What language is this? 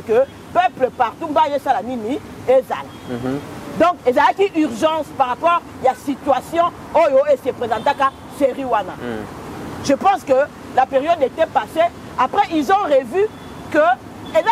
French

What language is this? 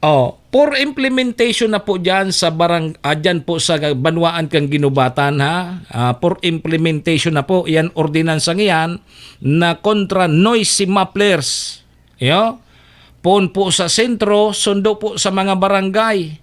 Bikol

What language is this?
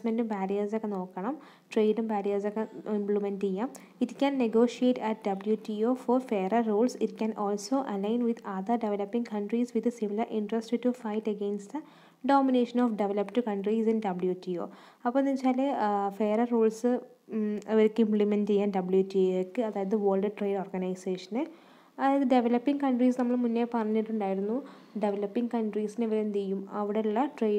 Malayalam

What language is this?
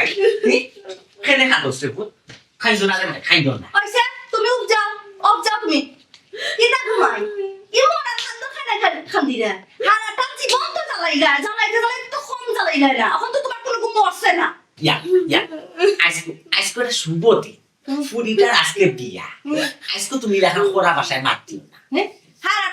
Sylheti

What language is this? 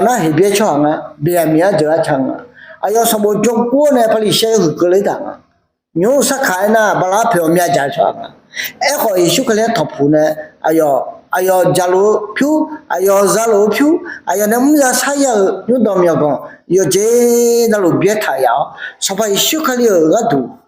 Akha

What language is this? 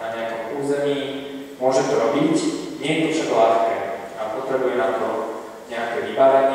Slovak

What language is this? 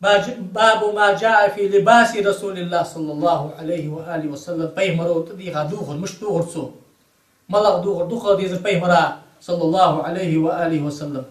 Ingush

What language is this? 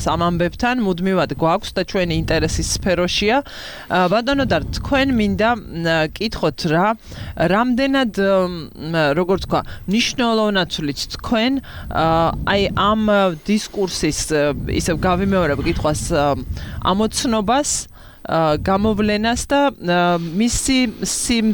Georgian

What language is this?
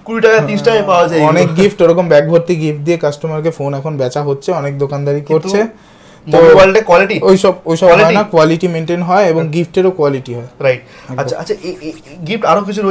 Bangla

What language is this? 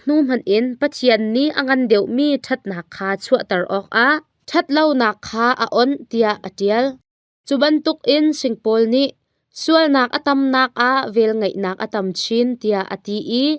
Hakha Chin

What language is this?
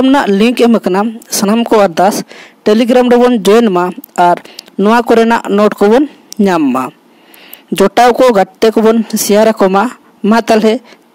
Santali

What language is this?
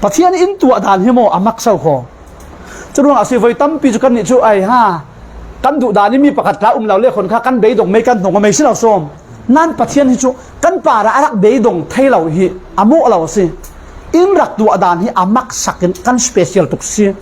Falam Chin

